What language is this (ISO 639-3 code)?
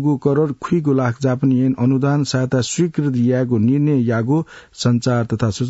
new